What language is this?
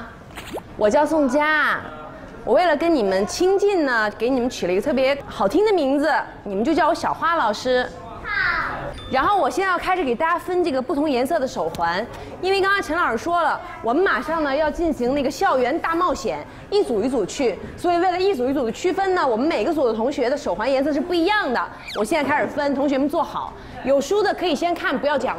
Chinese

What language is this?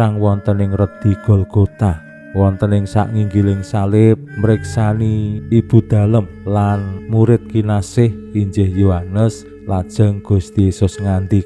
Javanese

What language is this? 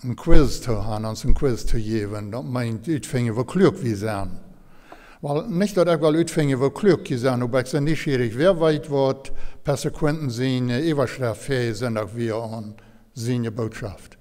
Plautdietsch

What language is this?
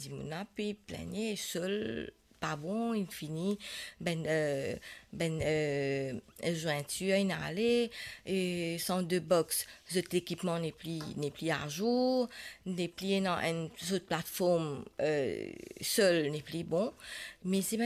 Morisyen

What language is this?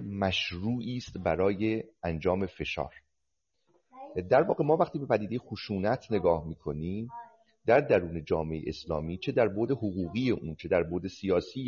Persian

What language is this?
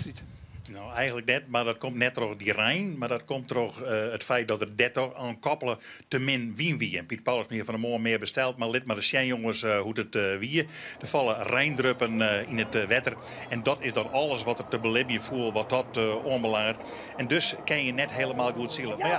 Western Frisian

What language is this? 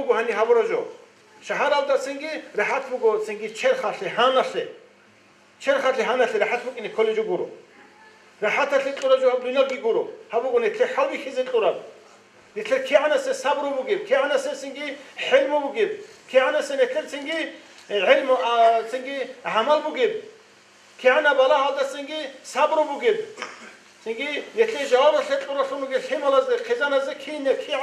Avaric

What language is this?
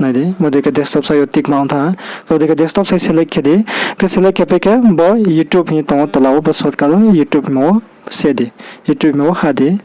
Riang (India)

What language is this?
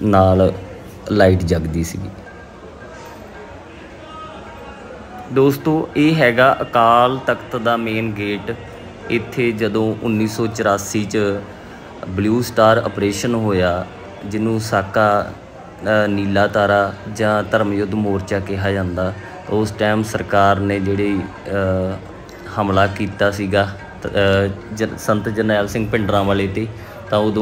Punjabi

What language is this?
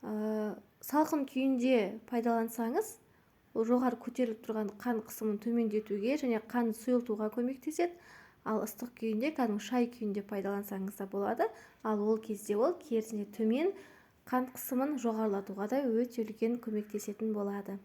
Kazakh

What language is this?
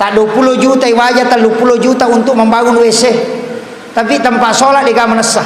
Buginese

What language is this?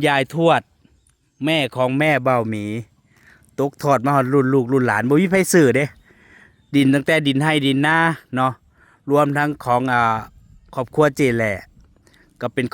Northeastern Thai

